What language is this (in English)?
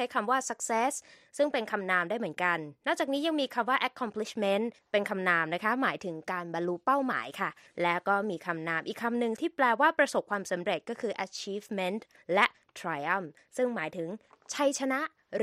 Thai